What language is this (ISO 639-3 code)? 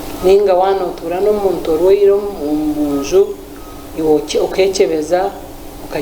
nyn